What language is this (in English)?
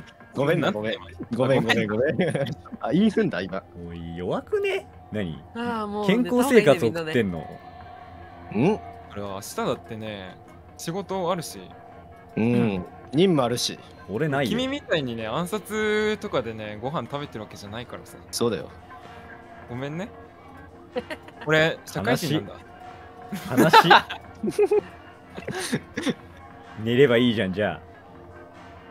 Japanese